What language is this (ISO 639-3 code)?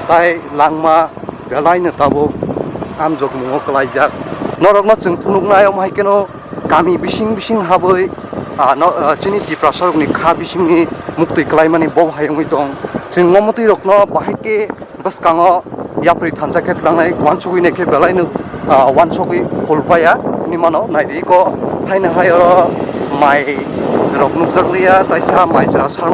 trp